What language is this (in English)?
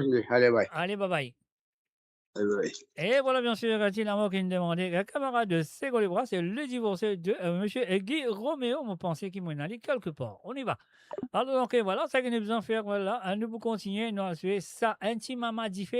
Morisyen